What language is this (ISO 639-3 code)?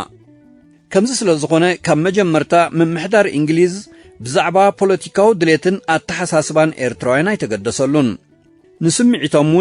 tir